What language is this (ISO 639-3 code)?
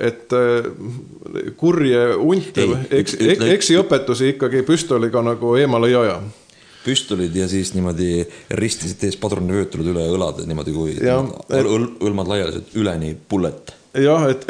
est